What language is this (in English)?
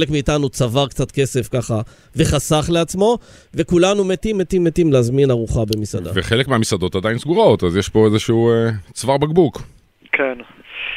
Hebrew